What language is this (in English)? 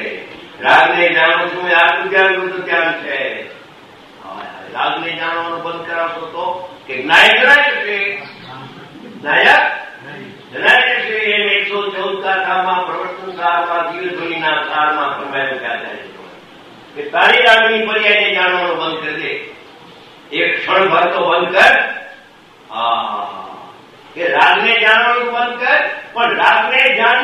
Gujarati